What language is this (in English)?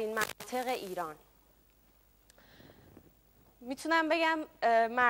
Persian